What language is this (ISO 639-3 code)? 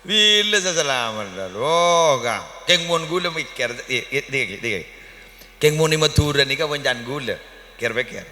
mad